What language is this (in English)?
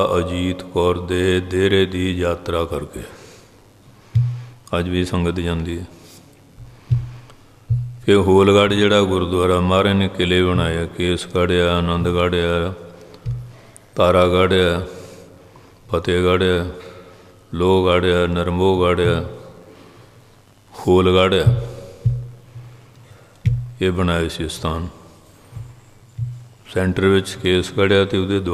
Punjabi